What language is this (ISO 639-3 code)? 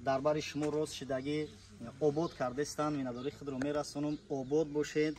tgk